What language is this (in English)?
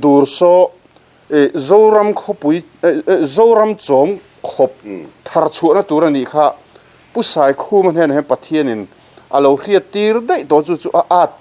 Mizo